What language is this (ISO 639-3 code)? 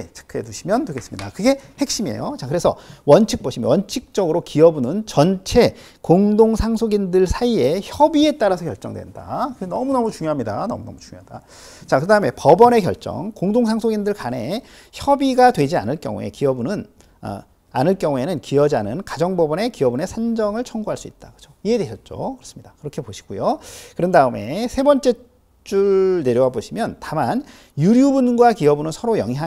kor